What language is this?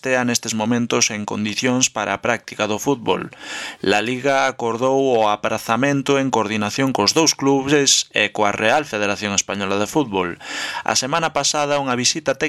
Galician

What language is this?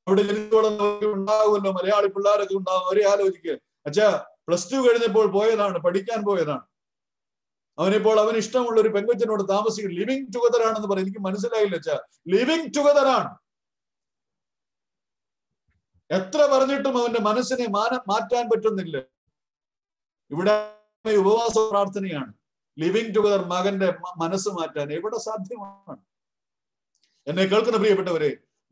Malayalam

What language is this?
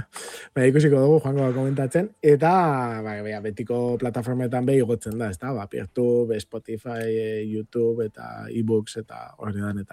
Basque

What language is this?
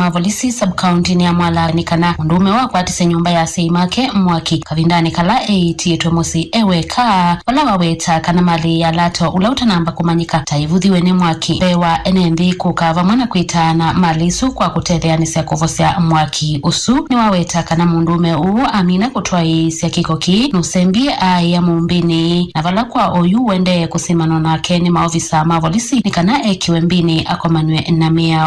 Kamba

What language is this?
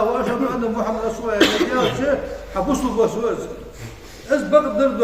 Ingush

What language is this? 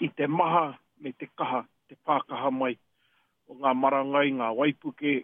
Māori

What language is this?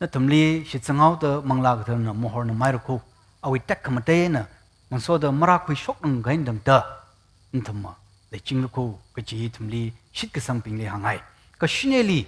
Tangkhul Naga (India)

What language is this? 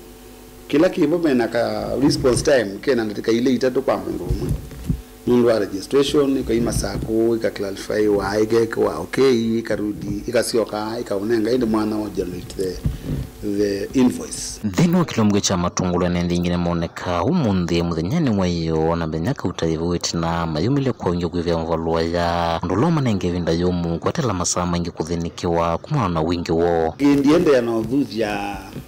Kamba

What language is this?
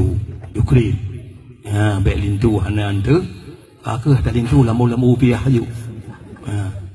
Achinese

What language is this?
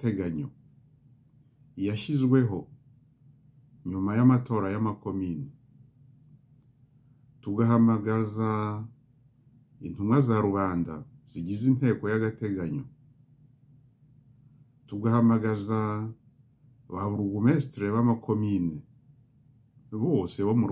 Kinyarwanda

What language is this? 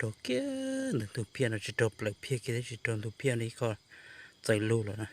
Hmong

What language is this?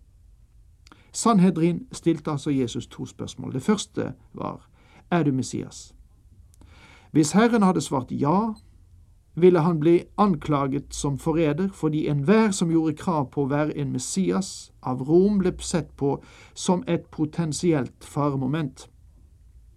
Norwegian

